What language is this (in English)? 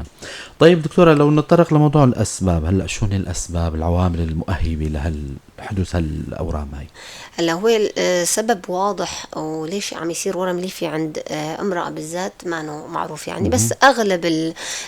North Levantine Arabic